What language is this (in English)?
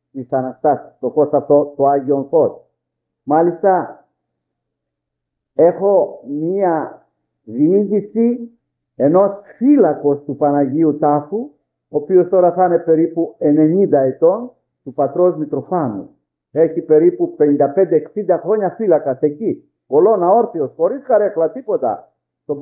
Greek